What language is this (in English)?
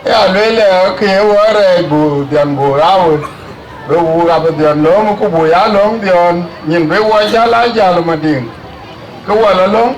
Dinka